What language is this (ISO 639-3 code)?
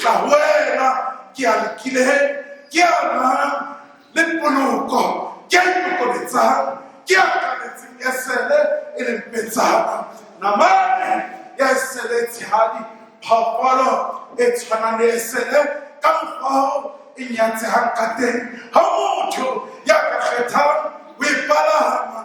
sot